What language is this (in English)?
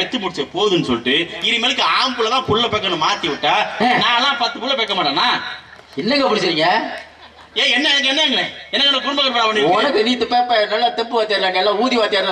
Tamil